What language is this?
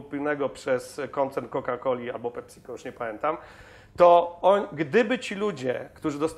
Polish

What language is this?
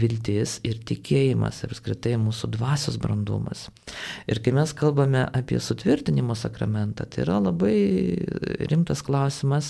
Lithuanian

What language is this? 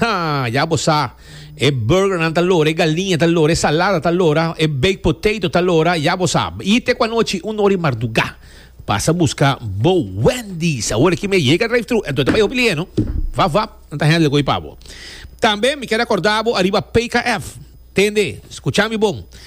Papiamento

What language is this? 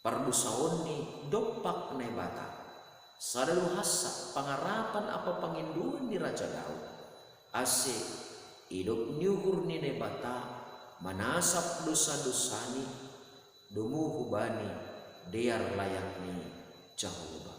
Batak Simalungun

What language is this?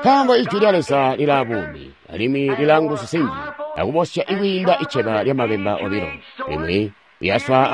Tonga (Zambia)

